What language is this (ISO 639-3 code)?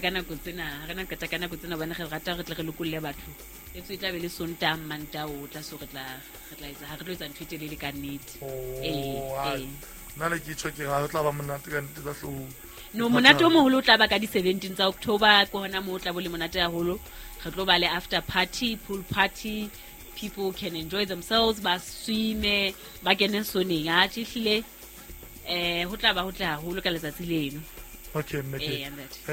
sot